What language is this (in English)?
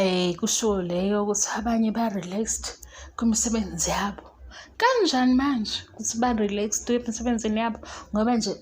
Zulu